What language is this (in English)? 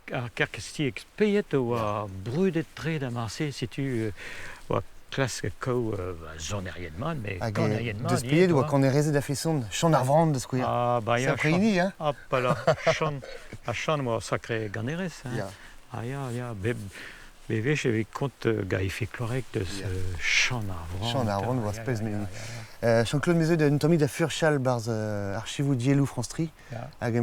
Breton